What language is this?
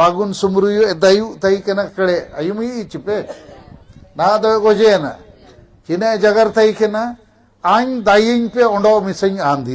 Santali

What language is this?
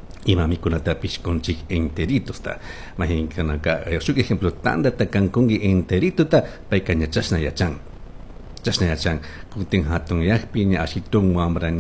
Chimborazo Highland Quichua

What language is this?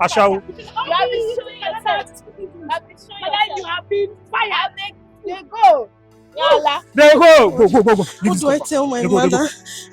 Nigerian Pidgin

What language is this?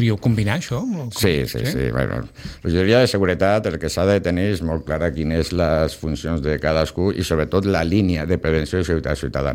Catalan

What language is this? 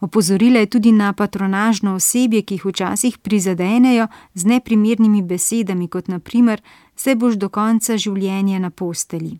Slovenian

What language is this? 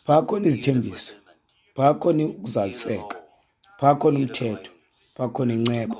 Xhosa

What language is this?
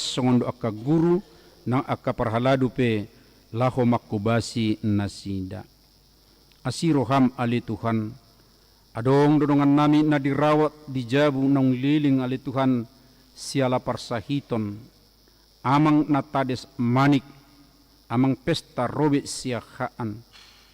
Batak Toba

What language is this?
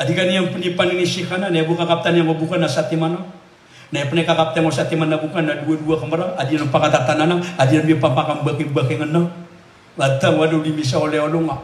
Maranao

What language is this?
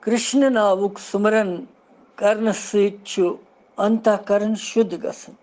Kashmiri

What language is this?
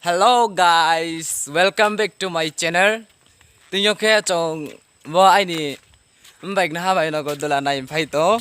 Riang (India)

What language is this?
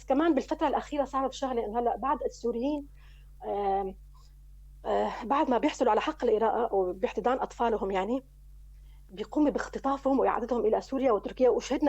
North Levantine Arabic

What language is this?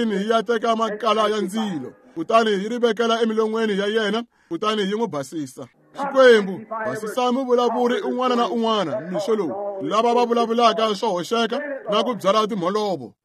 Tsonga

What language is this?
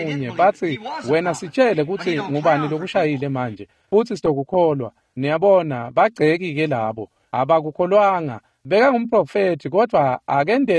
Swati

